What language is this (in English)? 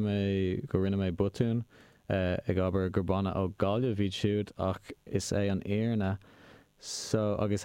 Irish